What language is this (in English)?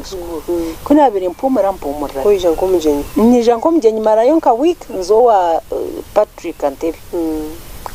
Nyankole